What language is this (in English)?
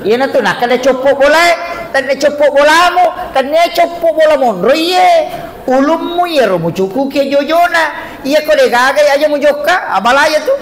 Buginese